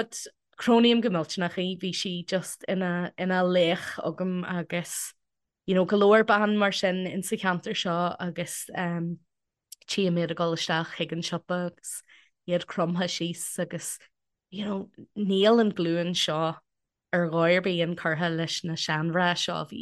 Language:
Irish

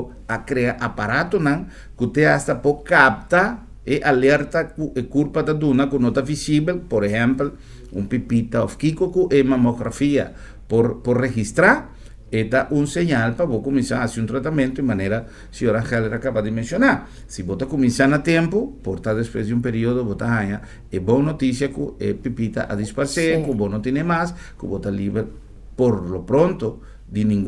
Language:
Papiamento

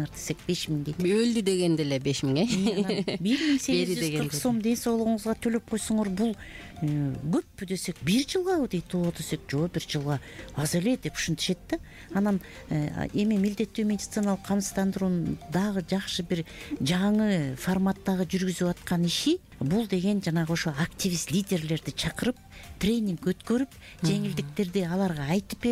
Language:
Kyrgyz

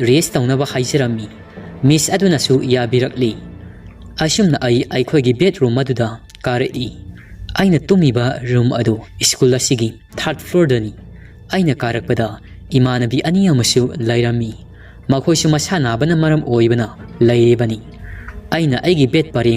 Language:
Manipuri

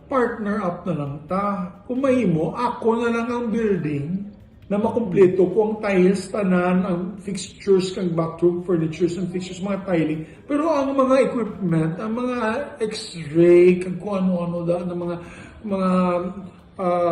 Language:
Hiligaynon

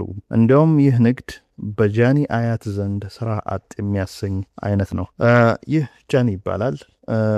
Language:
Amharic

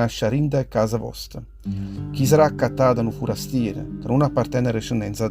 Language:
Neapolitan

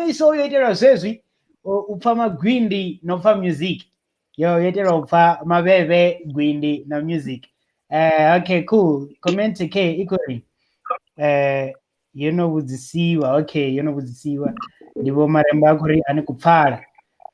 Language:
Venda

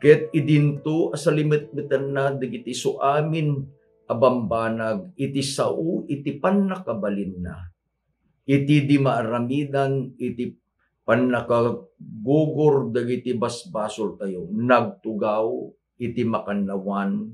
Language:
Iloko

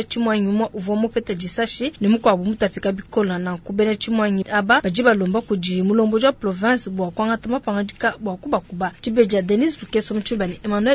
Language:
Luba-Lulua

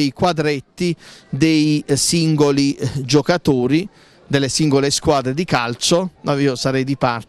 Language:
Italian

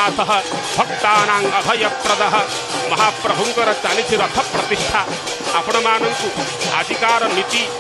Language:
Odia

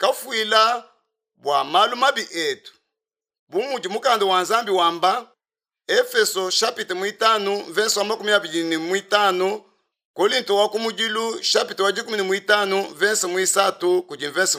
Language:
Luba-Lulua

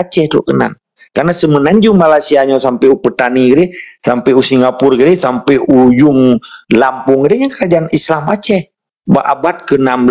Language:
Achinese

